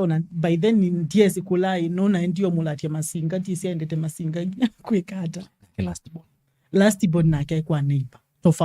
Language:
Kamba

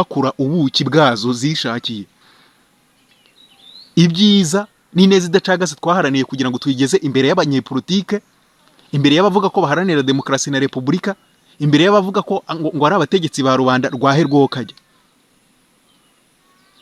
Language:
Kinyarwanda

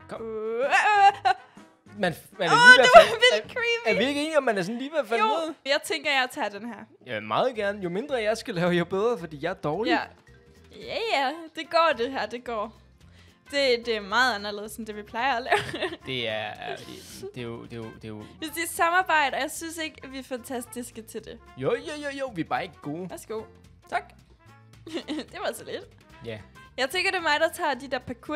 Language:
Danish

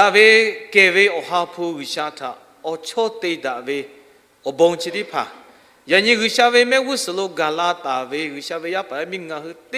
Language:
Lahu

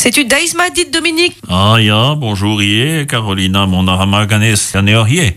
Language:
Breton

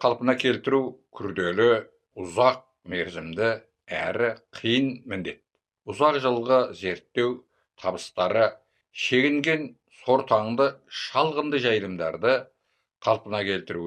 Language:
Kazakh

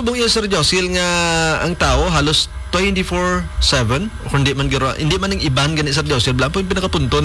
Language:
Hiligaynon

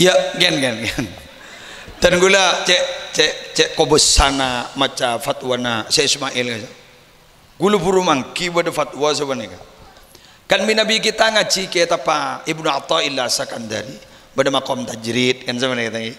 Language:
Madurese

